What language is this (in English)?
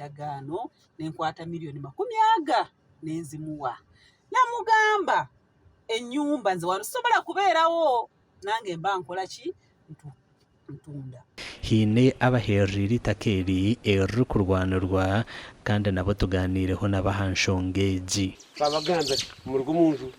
Nyankole